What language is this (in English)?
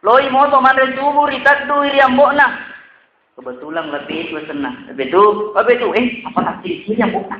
Buginese